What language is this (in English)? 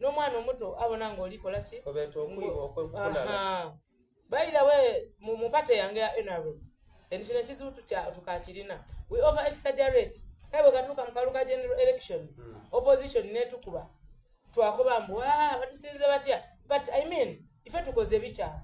Soga